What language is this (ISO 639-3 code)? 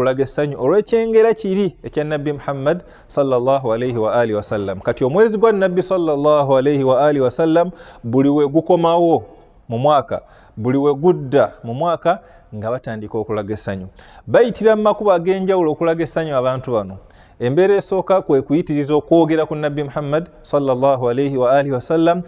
lug